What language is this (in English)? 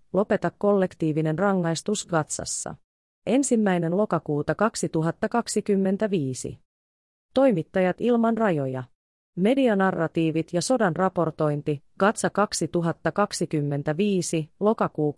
Finnish